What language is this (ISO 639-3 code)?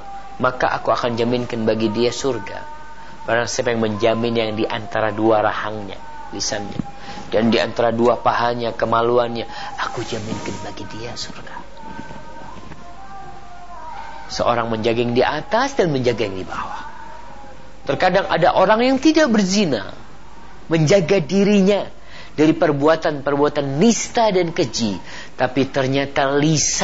ind